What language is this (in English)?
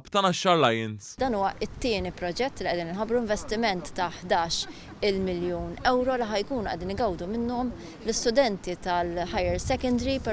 Maltese